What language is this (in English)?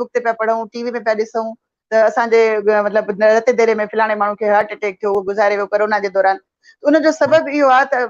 Sindhi